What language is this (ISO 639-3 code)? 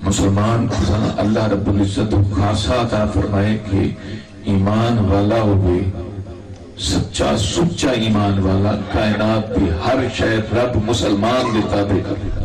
skr